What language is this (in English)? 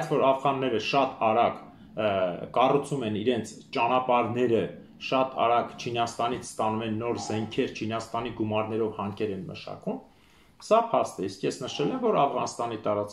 Armenian